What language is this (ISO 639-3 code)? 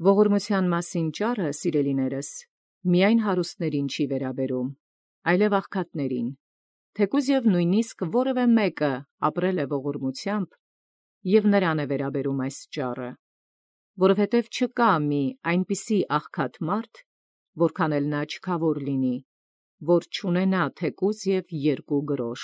hye